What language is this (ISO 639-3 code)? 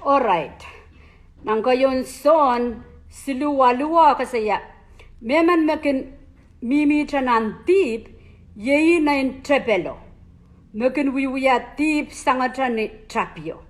pon